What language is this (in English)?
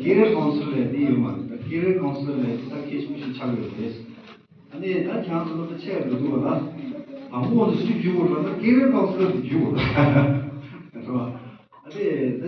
Tibetan